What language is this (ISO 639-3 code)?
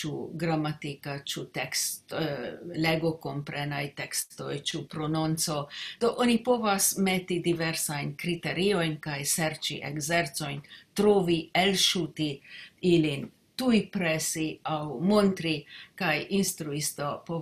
epo